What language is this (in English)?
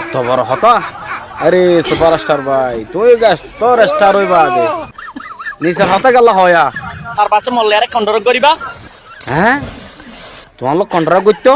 Rohingya